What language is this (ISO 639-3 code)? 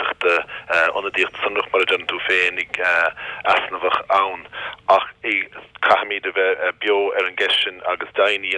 gle